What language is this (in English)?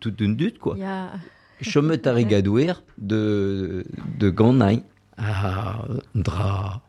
Breton